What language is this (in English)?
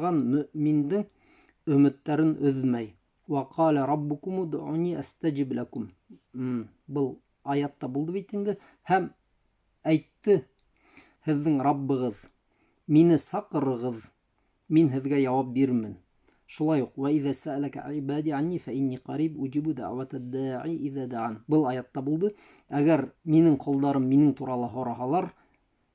Bashkir